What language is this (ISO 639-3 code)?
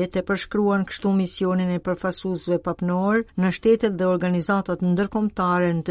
sqi